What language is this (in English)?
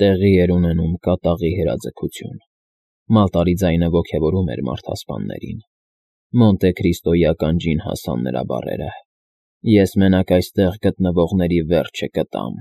Armenian